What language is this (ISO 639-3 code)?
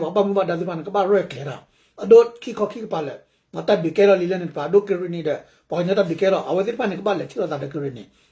ksw